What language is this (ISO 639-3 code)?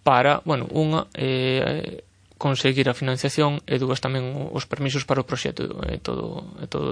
glg